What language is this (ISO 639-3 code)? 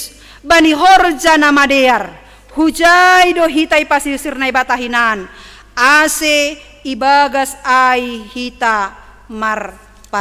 bts